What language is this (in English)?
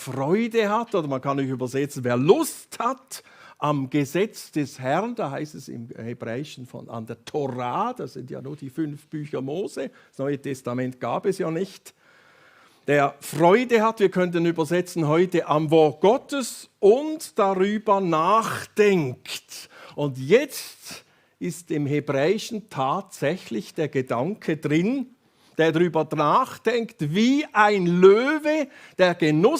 Swiss German